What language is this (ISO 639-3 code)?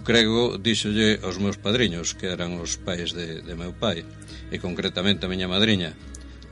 glg